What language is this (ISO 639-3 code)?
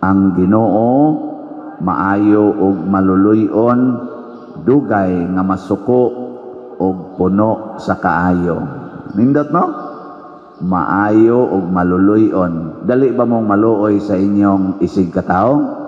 ceb